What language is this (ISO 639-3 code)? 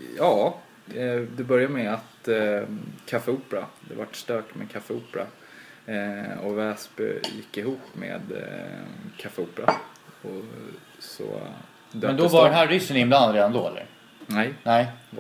swe